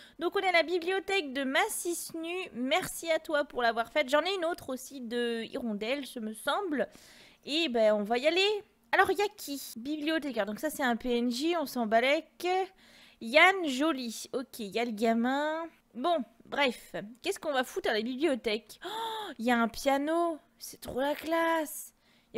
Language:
French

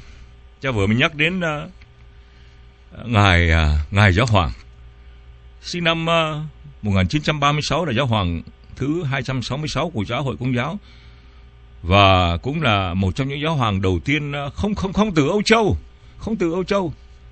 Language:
Vietnamese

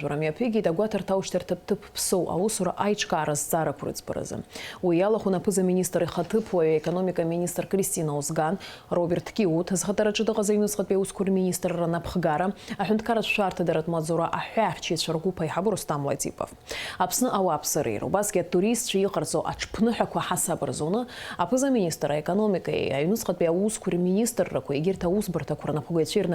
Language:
Abkhazian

